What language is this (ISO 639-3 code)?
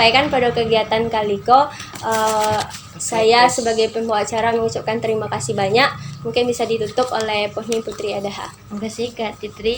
min